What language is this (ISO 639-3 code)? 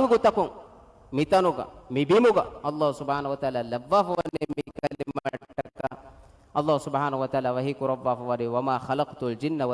div